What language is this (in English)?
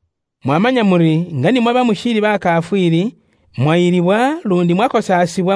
Luyia